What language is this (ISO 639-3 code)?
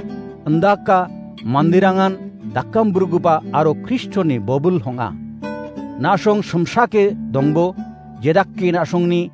grt